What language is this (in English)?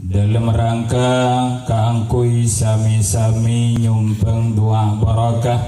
Madurese